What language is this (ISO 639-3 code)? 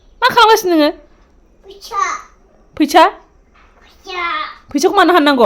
brx